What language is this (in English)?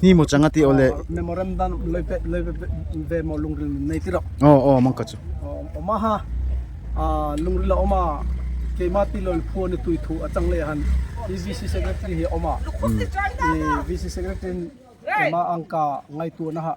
Darlong